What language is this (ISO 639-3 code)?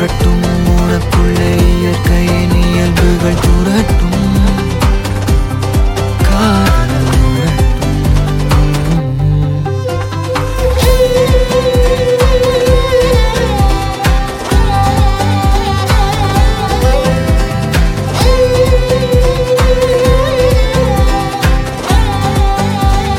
tam